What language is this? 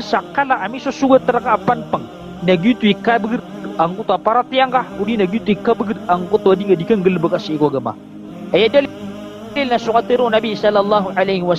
Maranao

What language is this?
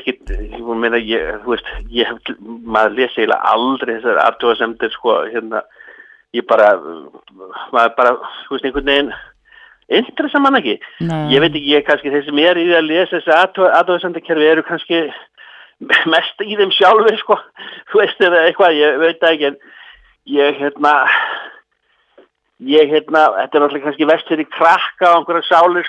Icelandic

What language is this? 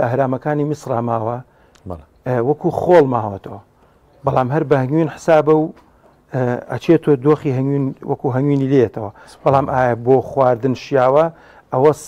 Central Kurdish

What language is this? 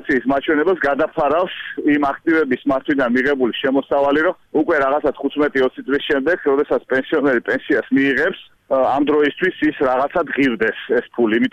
Georgian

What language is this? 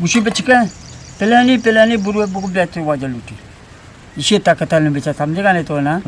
Eastern Balochi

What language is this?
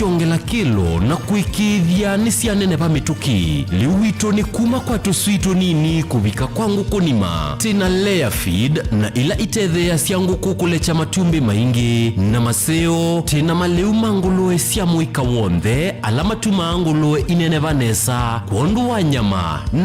Kamba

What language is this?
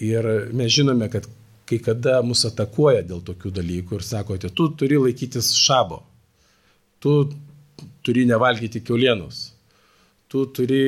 Lithuanian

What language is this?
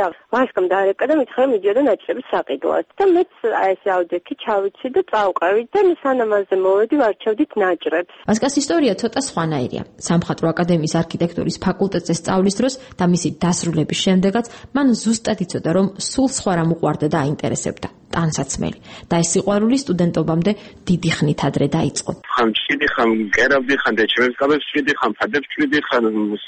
Georgian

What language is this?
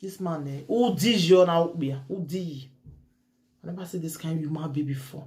Nigerian Pidgin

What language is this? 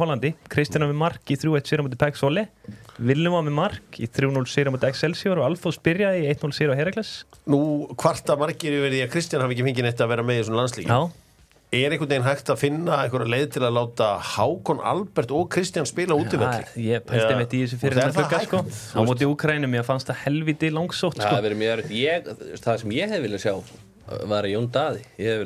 Icelandic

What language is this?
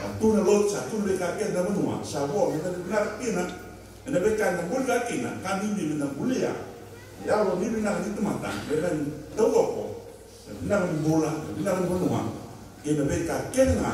Fijian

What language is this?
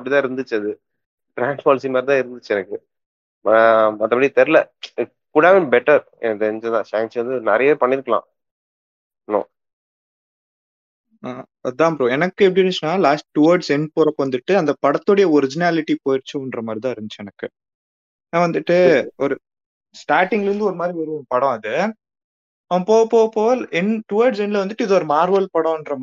Tamil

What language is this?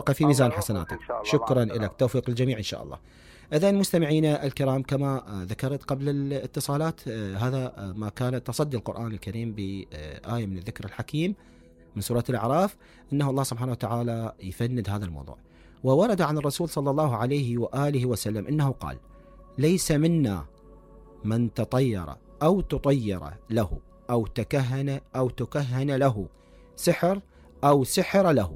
Mesopotamian Arabic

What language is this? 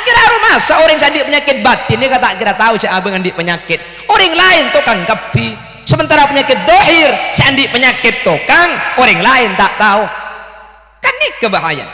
Madurese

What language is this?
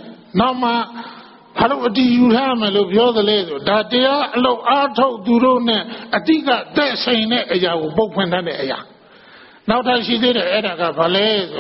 Burmese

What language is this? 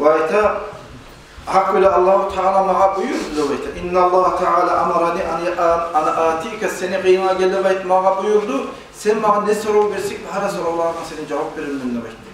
Kumyk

